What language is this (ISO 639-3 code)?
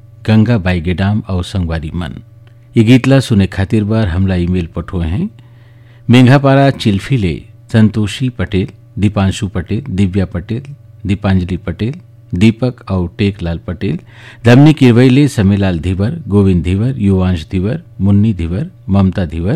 hne